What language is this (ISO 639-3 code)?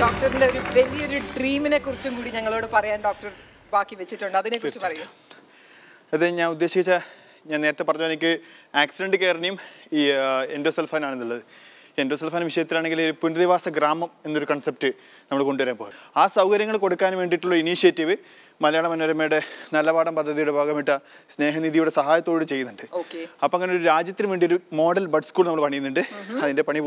mal